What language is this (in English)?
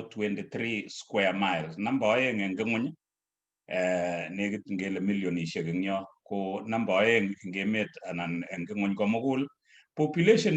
Kalenjin